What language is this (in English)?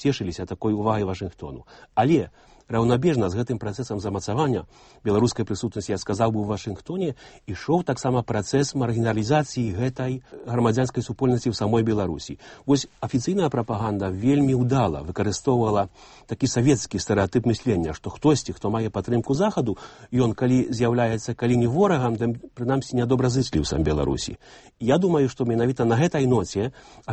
Belarusian